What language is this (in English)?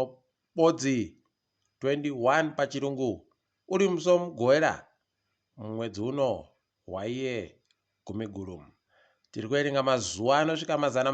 Ndau